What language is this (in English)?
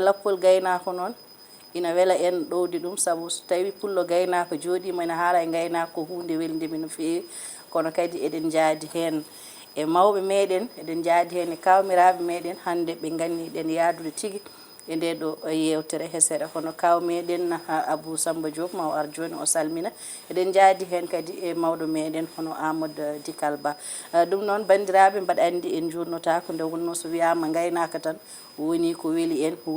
Fula